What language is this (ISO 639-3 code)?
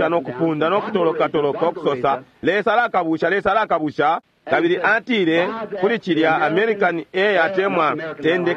bem